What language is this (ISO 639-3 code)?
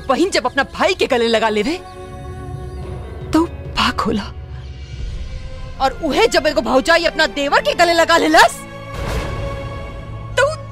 bho